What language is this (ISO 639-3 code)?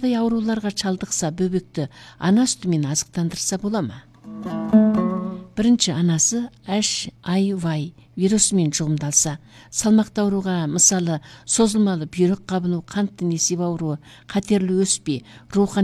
kaz